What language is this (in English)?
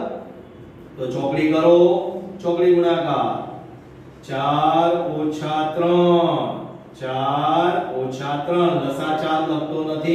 Gujarati